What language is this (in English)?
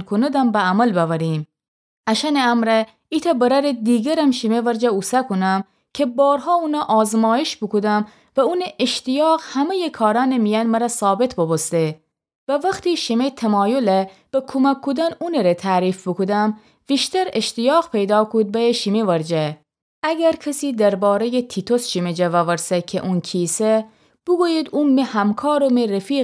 Gilaki